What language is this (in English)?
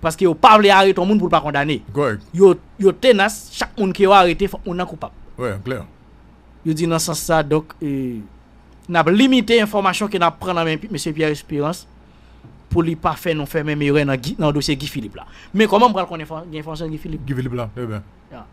Haitian Creole